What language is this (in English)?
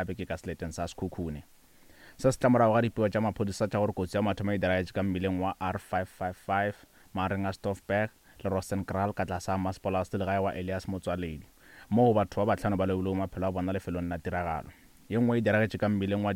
Northern Sotho